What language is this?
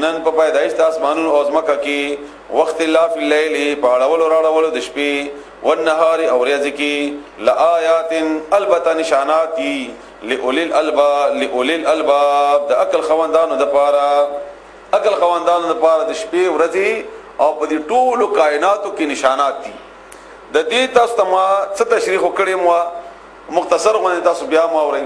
Pashto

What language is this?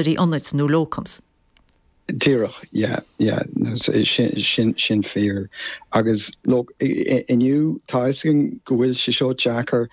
Irish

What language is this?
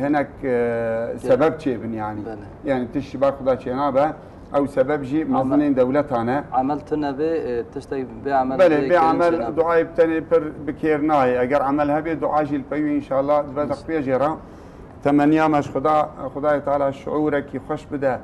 Kurdish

